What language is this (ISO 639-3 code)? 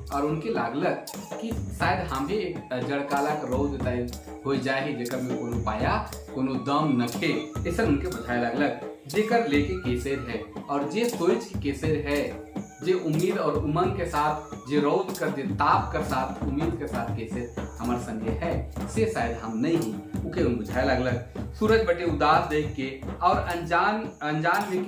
sck